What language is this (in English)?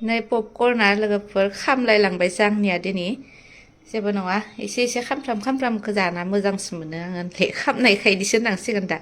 Bodo